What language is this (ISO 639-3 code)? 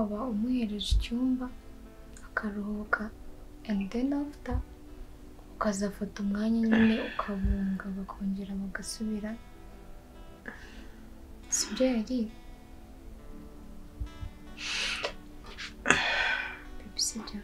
kin